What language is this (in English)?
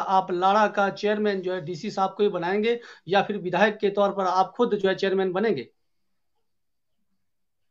Hindi